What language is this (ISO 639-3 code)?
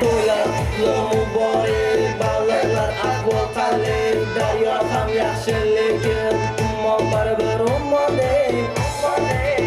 kaa